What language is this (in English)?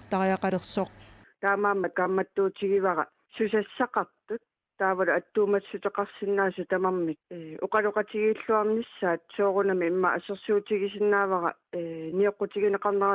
Kalaallisut